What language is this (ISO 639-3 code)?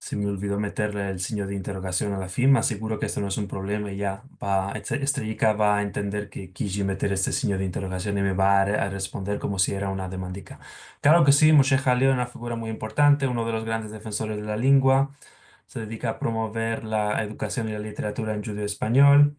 lad